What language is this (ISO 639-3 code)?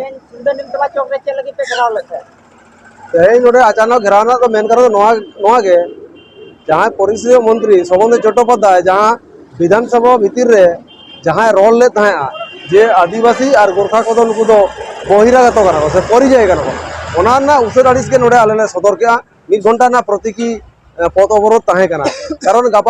sat